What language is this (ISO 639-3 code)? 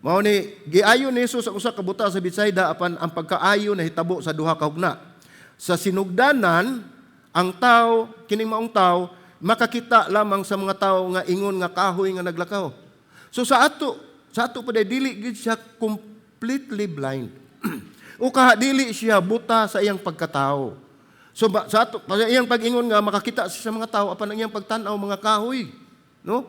ceb